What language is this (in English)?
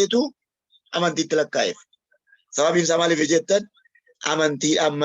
Oromo